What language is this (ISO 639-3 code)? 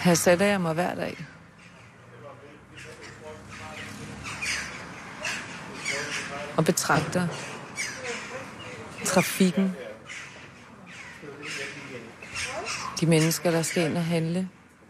dan